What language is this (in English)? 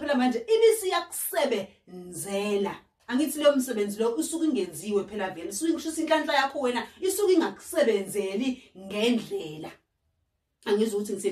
Zulu